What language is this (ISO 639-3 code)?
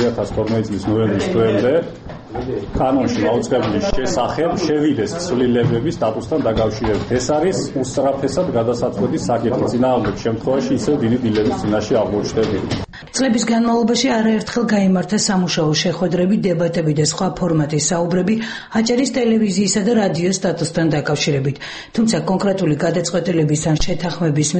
kat